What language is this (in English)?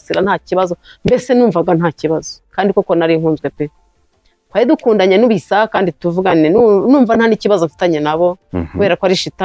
Kinyarwanda